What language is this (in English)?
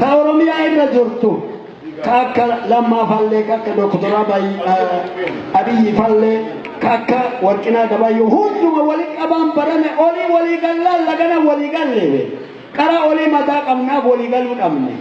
Oromo